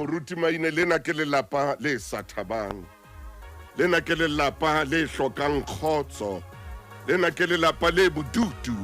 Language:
Southern Sotho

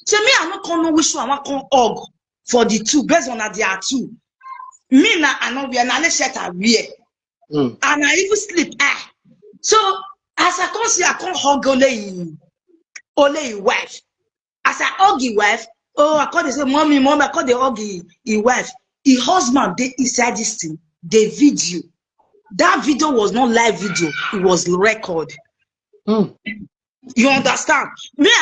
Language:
Nigerian Pidgin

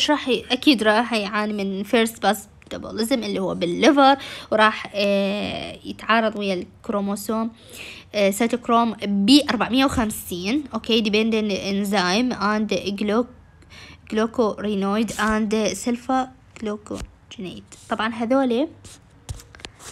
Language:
Mesopotamian Arabic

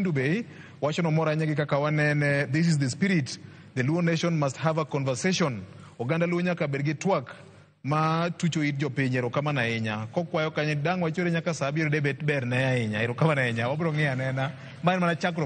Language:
Luo (Kenya and Tanzania)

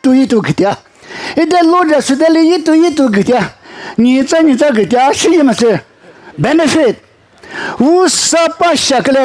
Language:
Lisu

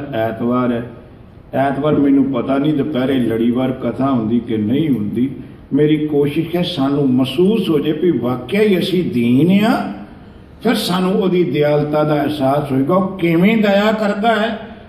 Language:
Punjabi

